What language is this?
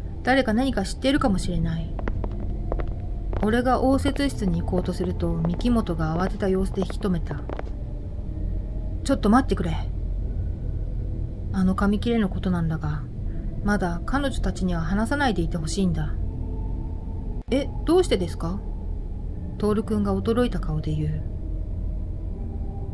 Japanese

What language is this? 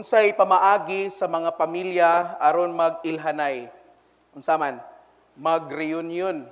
Cebuano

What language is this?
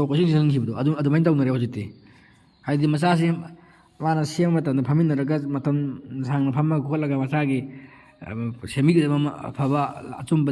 Manipuri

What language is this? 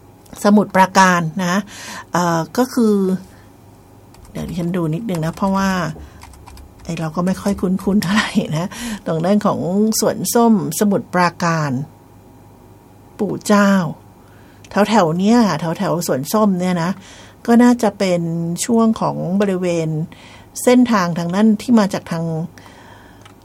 Thai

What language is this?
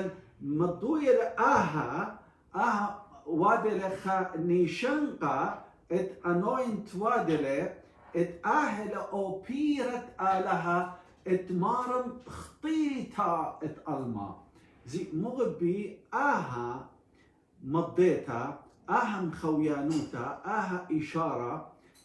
Assyrian Neo-Aramaic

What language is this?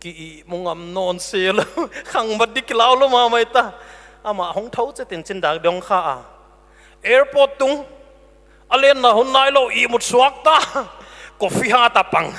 Paite Chin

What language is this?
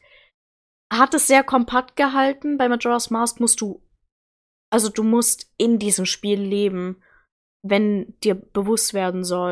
German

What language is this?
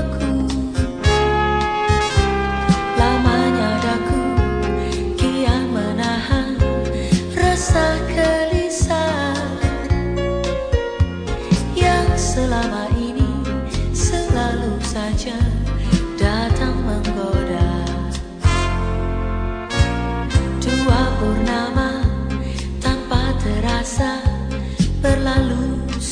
Indonesian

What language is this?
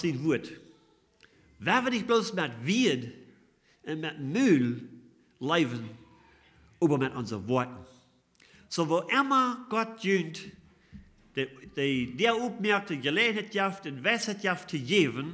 Plautdietsch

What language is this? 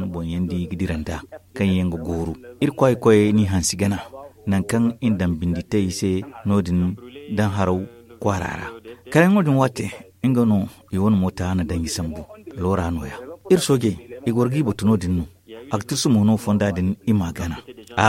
Zarma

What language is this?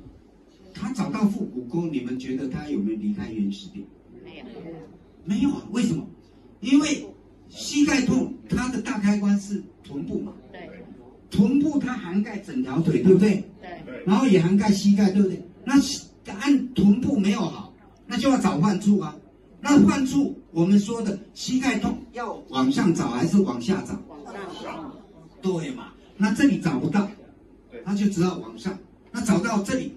Chinese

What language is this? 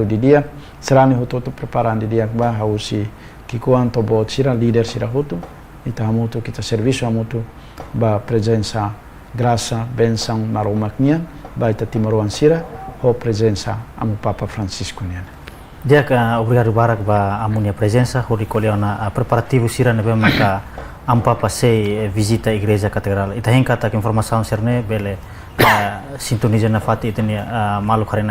Tetum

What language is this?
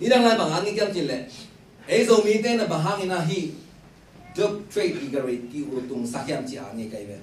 Tedim Chin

